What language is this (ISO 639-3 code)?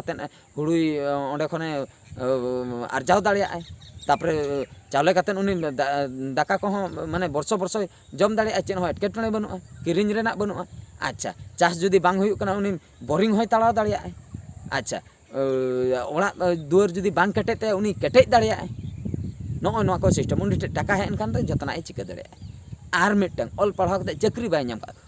sat